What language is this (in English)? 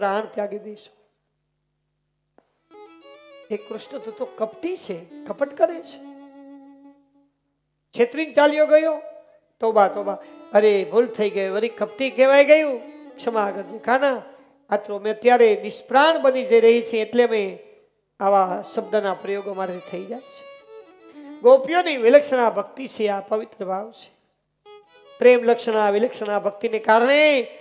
Gujarati